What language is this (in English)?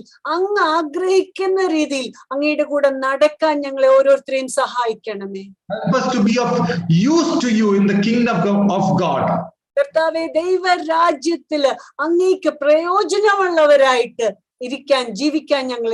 Malayalam